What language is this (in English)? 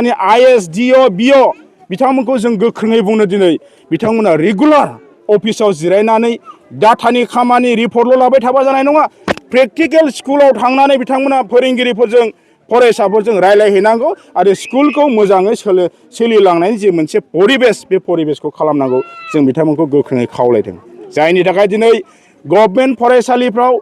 Bodo